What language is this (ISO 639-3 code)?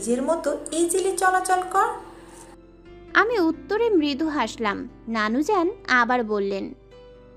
ben